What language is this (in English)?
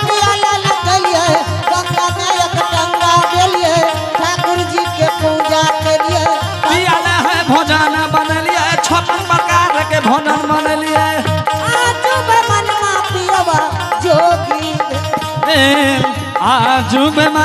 Angika